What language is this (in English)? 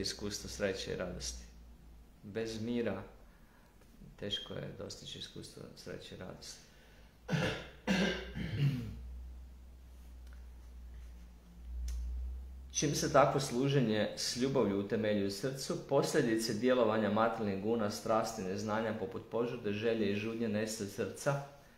Croatian